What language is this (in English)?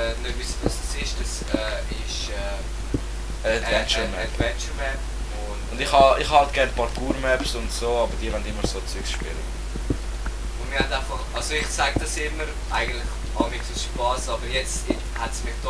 Swiss German